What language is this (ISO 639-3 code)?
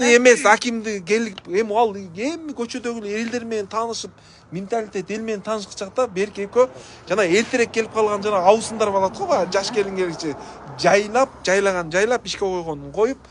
kir